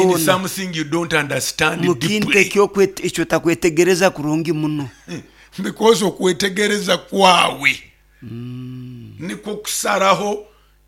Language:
Nyoro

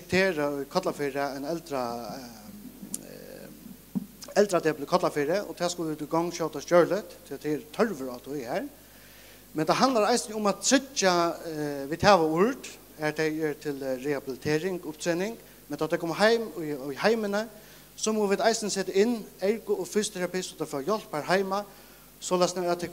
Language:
Faroese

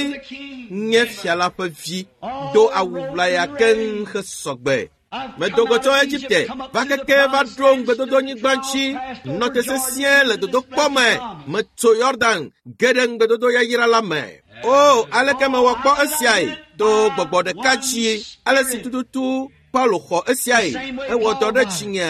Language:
Ewe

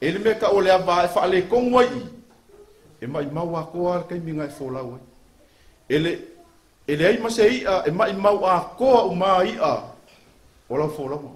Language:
Samoan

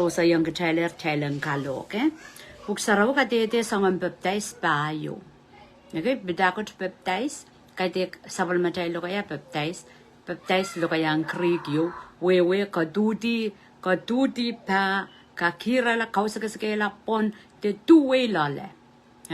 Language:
Pohnpeian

